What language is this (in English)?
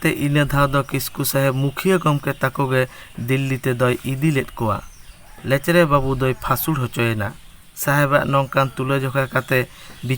Santali